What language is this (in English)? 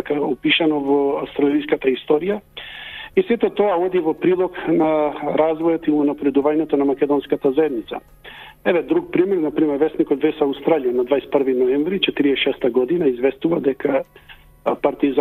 Macedonian